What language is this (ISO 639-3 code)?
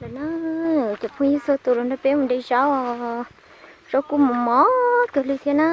hmn